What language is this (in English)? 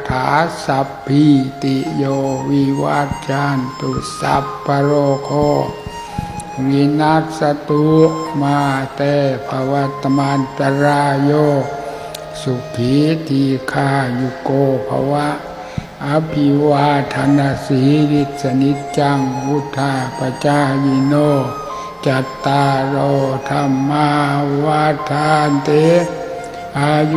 Pali